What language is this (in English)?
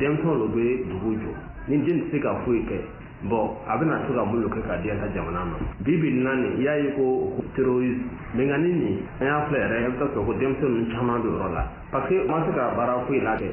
Bambara